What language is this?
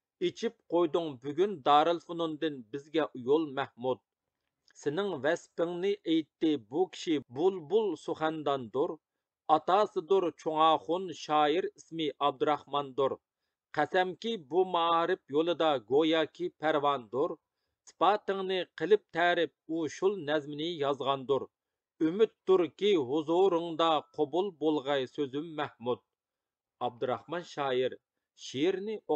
Uyghur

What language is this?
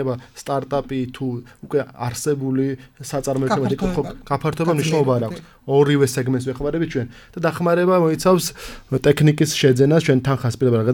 Georgian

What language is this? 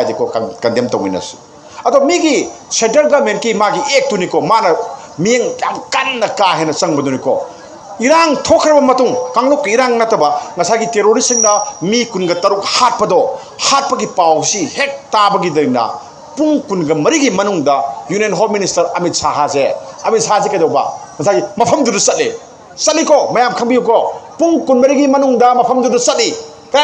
Manipuri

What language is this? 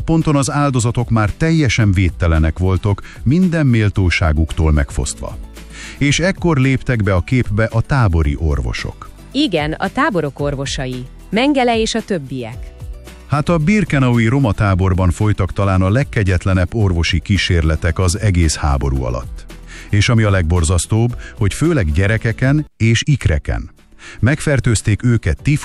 Hungarian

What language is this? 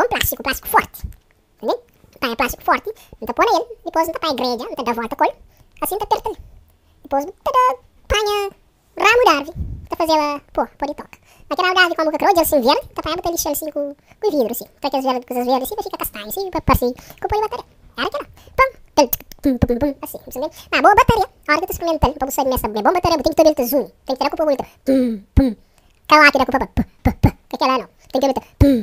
Kabuverdianu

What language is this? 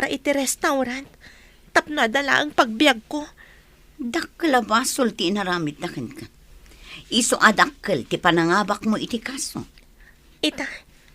Iloko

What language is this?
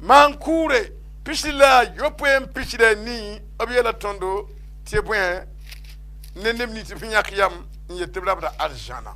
Mossi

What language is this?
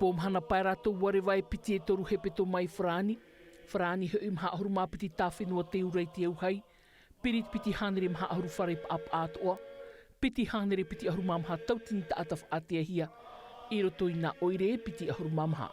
Tahitian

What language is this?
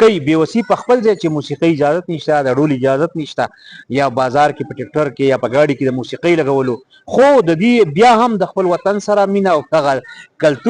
Pashto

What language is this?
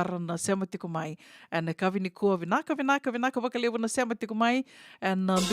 Fijian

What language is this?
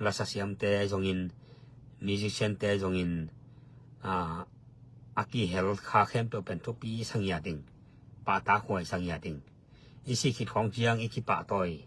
Tedim Chin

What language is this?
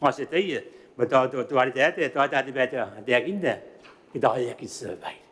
Gilbertese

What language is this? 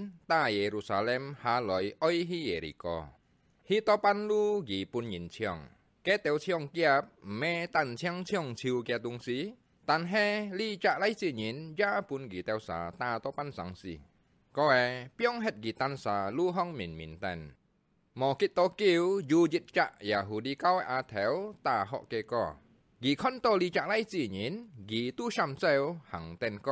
Hakka Chinese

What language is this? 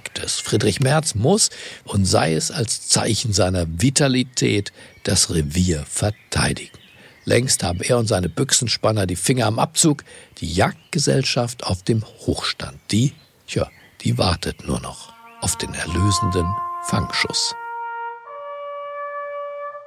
German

